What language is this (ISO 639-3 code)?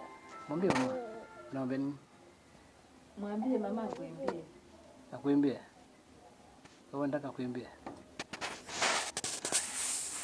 swa